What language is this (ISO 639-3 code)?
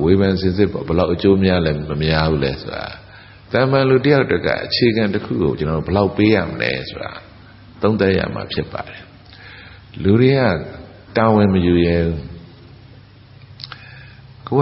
mya